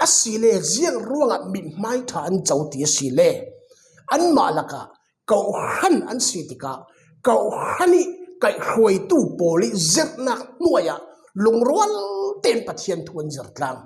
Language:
Falam Chin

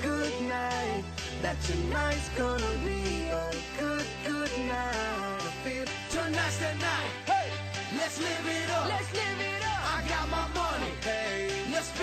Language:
English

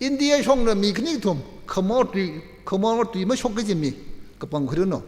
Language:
Tangkhul Naga (India)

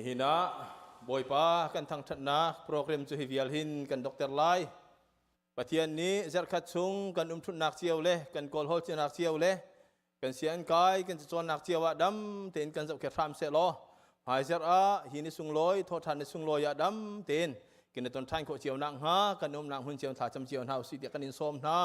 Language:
Hakha Chin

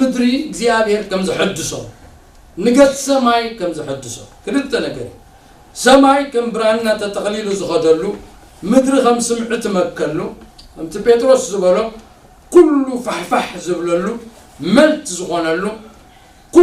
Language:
Tigrinya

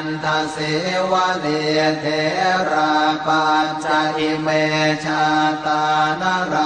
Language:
Pali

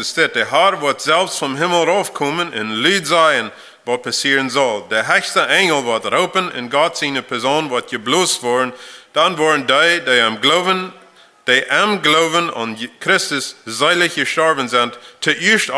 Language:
Plautdietsch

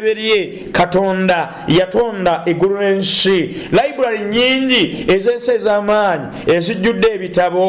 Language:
Ganda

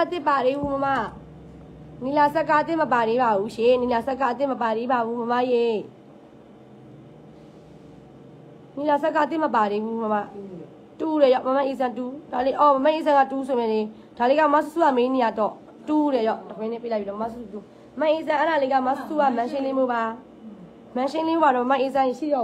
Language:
Burmese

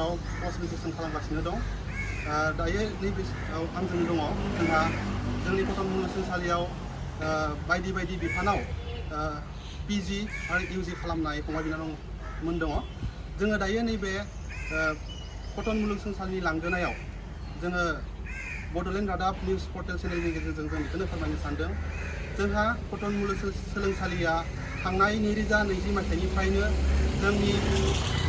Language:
Bodo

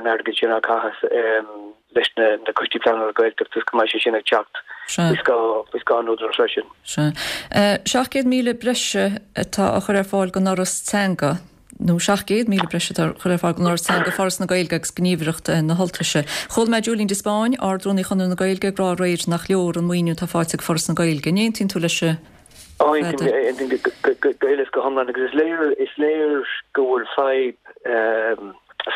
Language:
Irish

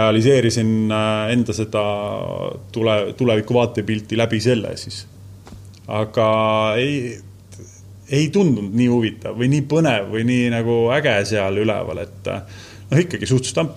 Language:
Estonian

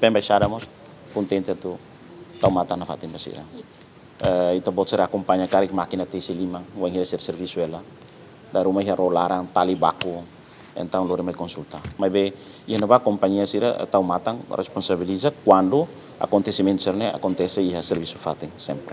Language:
Tetum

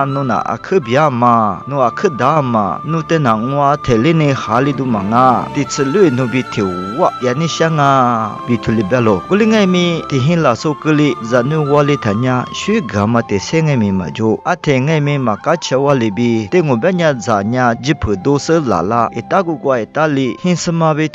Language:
Lisu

